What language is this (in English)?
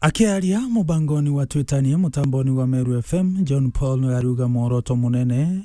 Meru